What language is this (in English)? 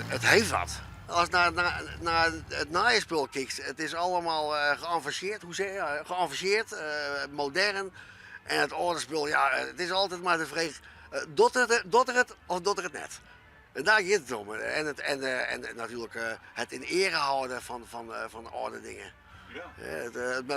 Western Frisian